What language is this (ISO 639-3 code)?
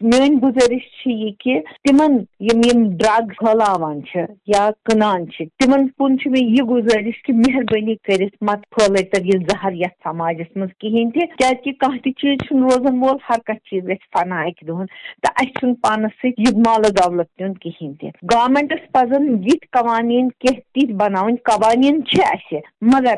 kas